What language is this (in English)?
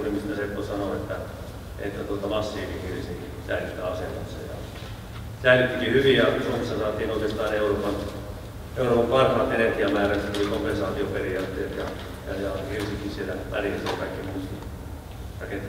Finnish